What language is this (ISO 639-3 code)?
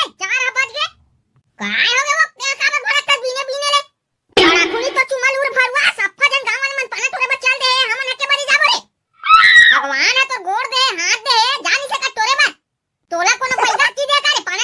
hne